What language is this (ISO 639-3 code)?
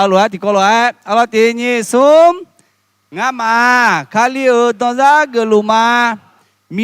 ahk